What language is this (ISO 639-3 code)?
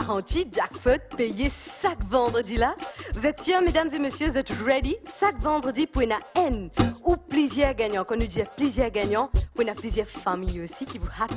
mfe